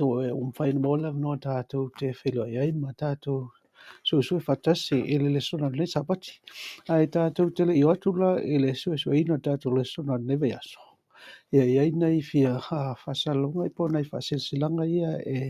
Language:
Samoan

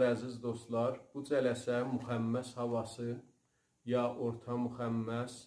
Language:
South Azerbaijani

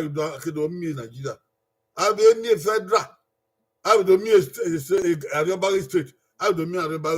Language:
Bini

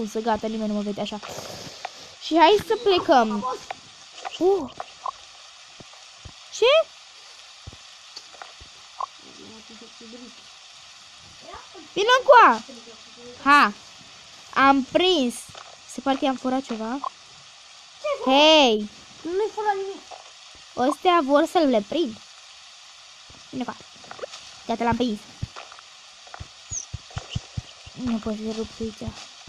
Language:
Romanian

